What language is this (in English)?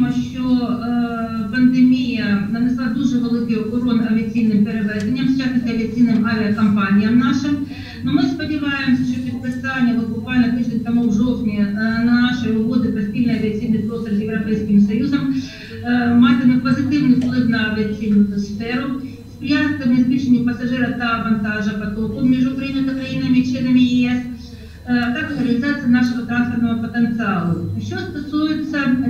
Ukrainian